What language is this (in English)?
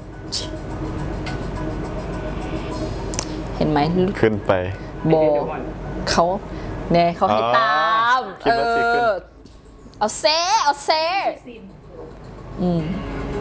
Thai